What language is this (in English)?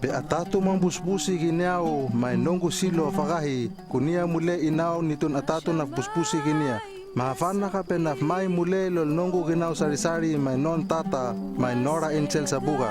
Hano